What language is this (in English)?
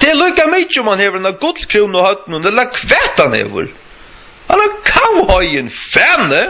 Faroese